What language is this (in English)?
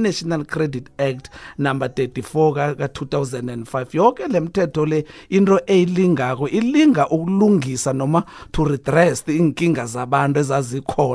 South Ndebele